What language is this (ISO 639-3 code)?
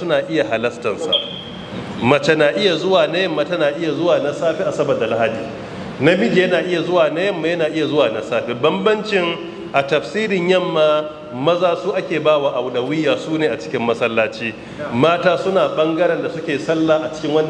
hau